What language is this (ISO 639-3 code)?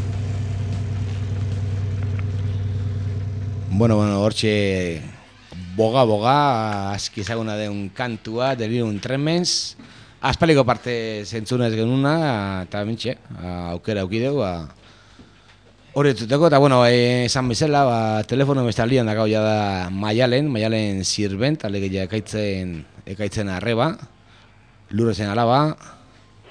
eus